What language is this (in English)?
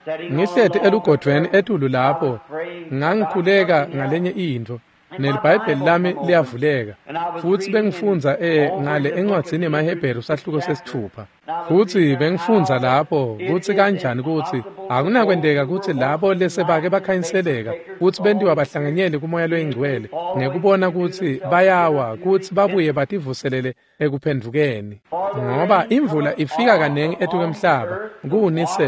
Swati